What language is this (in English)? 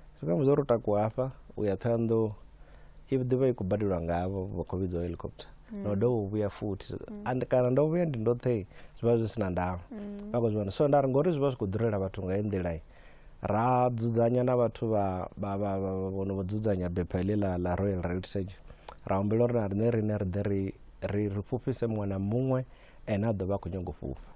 Venda